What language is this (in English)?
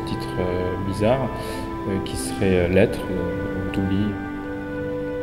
French